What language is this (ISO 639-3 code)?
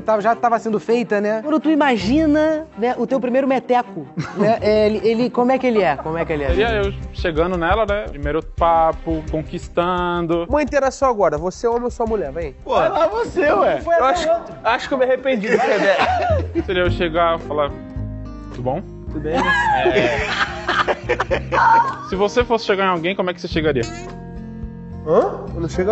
por